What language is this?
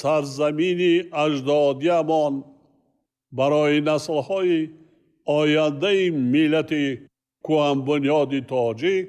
Tajik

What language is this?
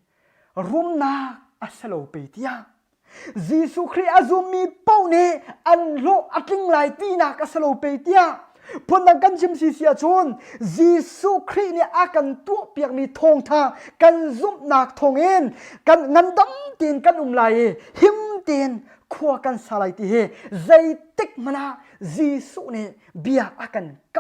Hakha Chin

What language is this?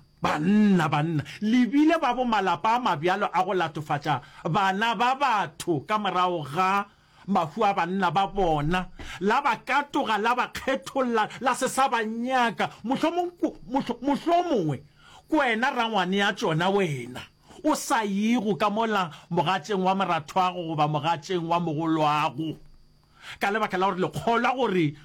Northern Sotho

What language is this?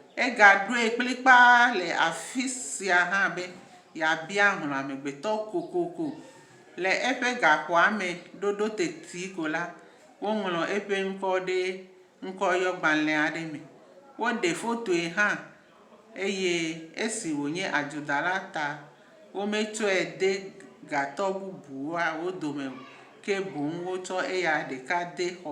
Ewe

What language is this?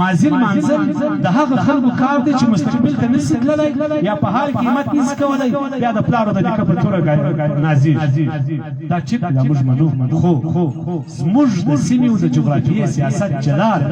Pashto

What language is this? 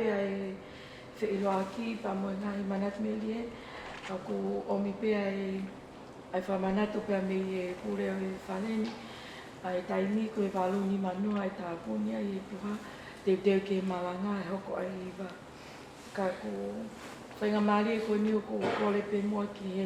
Tongan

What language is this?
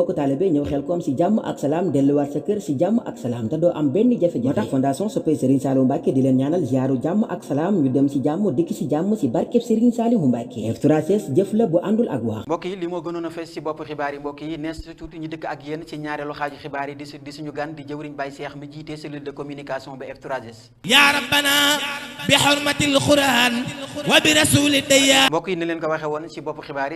Wolof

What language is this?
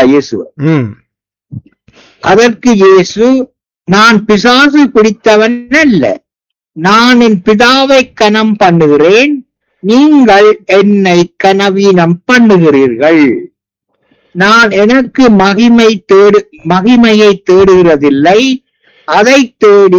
Tamil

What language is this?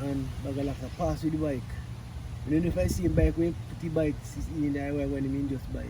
Jamaican Creole English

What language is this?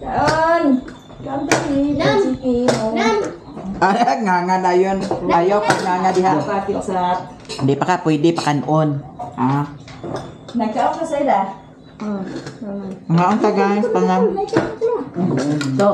Cebuano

